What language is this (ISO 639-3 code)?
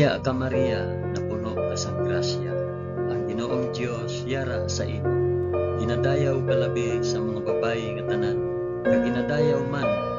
hil